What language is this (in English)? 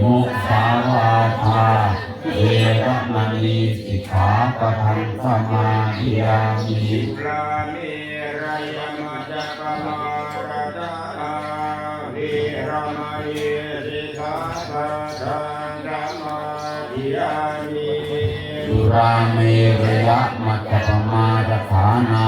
Pali